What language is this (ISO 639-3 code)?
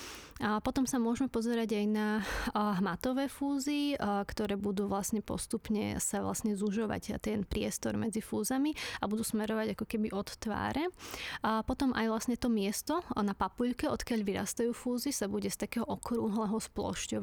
slk